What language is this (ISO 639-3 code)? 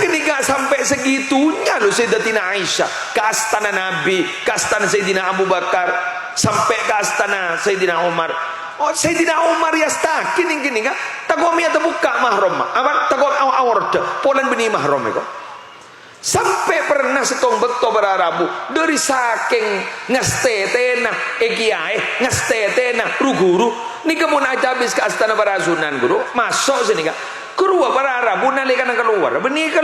mad